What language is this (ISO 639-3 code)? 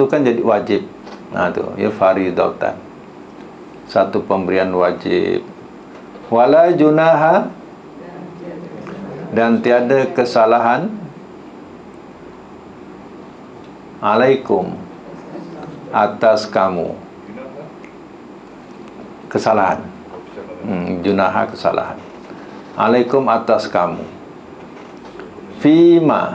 msa